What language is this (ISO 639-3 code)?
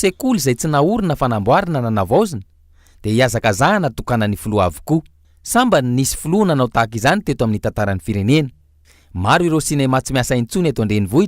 mlg